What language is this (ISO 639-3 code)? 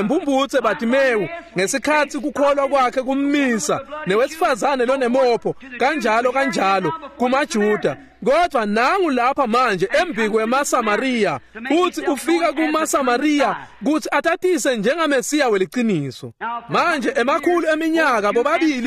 ssw